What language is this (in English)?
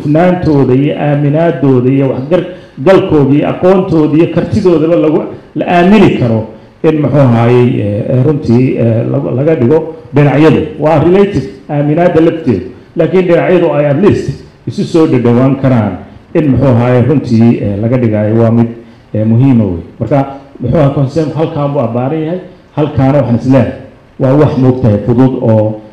Somali